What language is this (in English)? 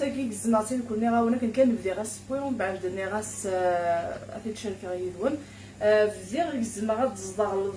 Kabyle